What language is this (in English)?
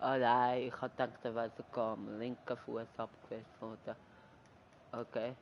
Swiss German